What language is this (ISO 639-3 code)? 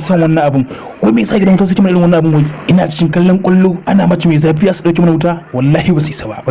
hau